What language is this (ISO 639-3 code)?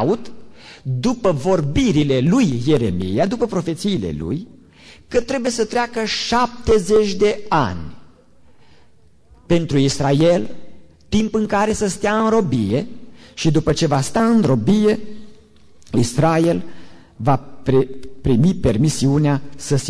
ron